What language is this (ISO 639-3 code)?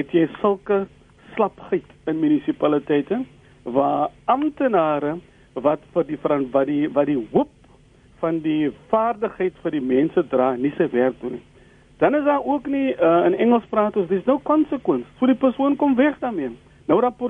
afr